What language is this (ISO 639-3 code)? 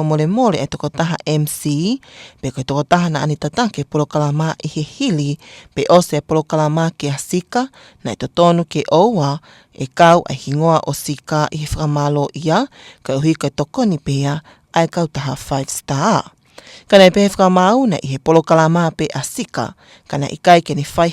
ton